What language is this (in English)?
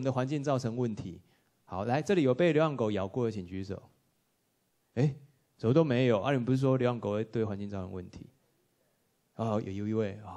Chinese